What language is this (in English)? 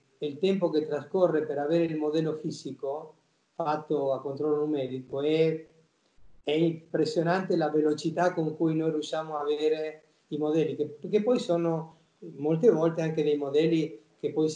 Italian